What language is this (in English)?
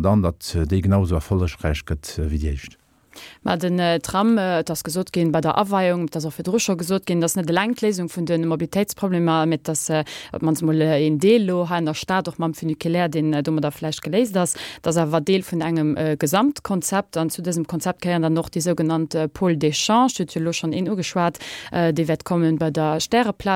Luxembourgish